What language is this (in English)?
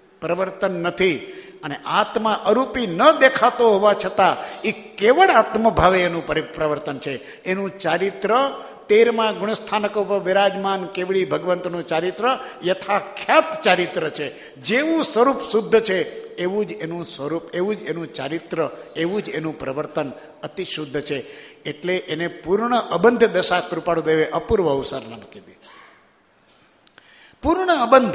Gujarati